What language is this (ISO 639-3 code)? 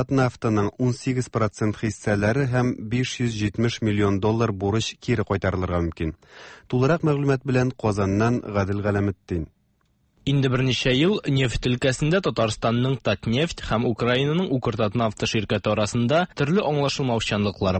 tat